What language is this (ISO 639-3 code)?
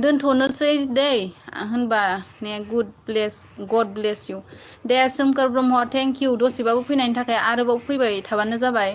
brx